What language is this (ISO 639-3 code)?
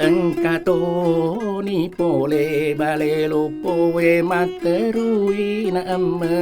bug